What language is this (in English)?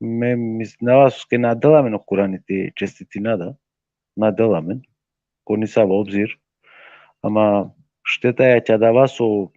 Balkan Romani